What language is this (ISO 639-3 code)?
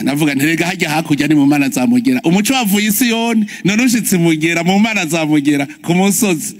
run